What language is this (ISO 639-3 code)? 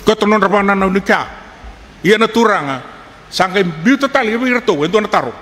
fij